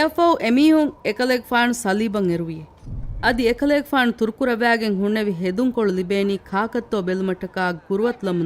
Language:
Divehi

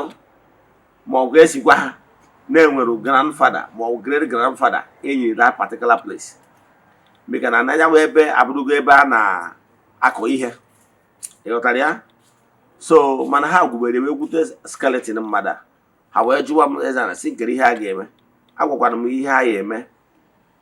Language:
Igbo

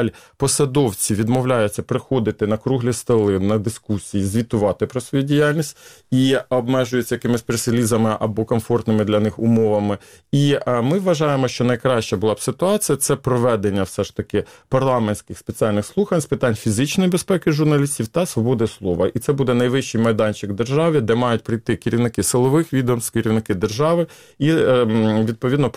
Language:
Ukrainian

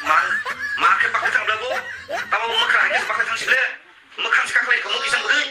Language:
Kok Borok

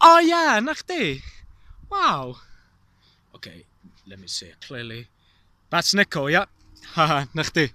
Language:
Welsh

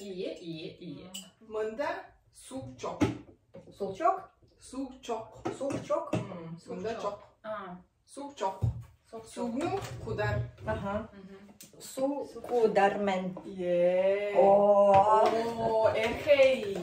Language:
Tuvinian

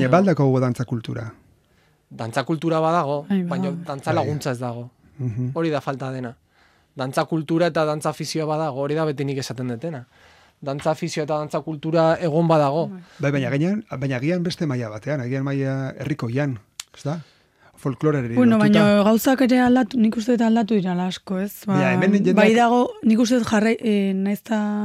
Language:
Basque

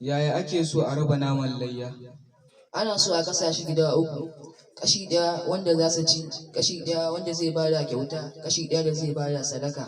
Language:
Hausa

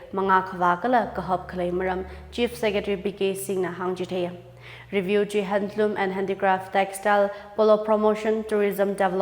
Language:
Tangkhul Naga (India)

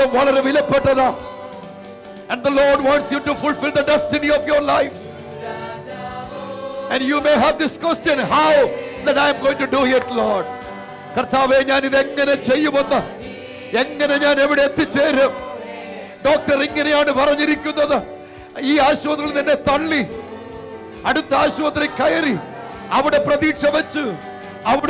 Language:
Malayalam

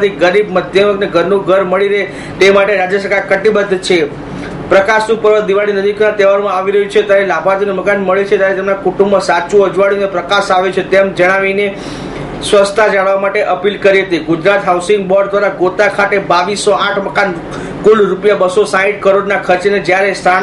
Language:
Gujarati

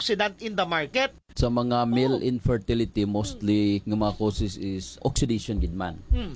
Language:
Hiligaynon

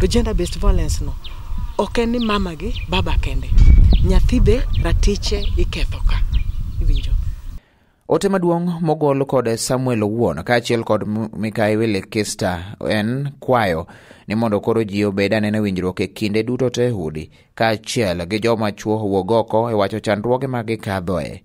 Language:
Luo (Kenya and Tanzania)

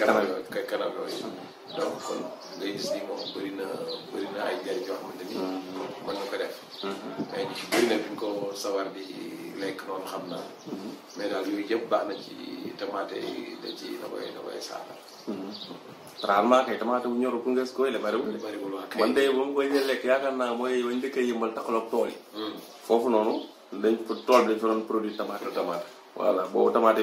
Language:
Wolof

